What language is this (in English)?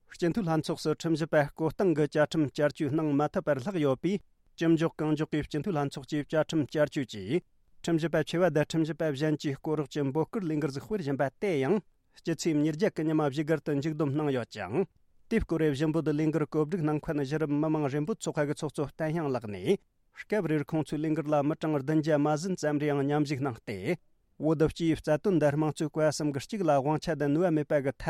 Tibetan